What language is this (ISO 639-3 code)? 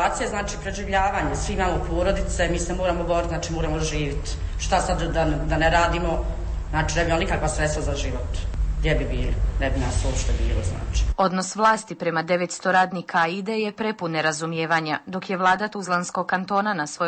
bos